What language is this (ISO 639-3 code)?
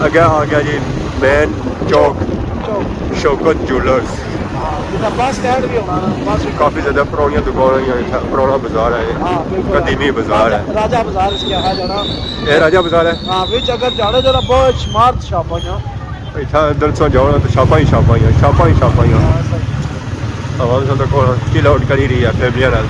phr